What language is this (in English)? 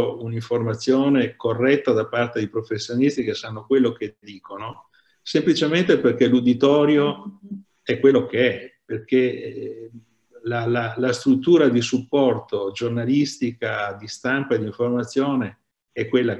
Italian